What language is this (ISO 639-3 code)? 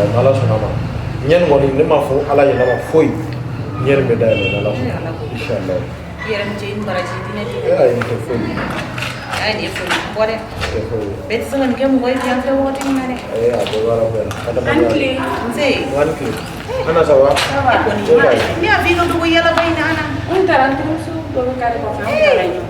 bam